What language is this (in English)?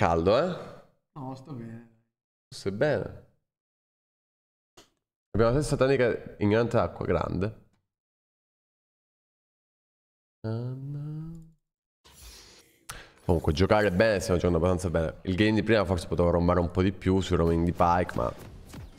Italian